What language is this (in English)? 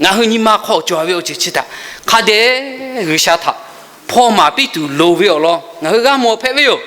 Lahu